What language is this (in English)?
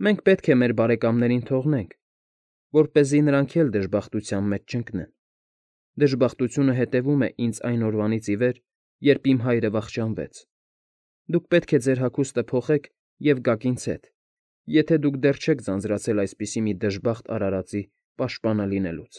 Armenian